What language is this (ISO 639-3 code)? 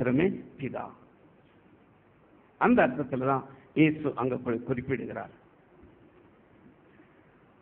tam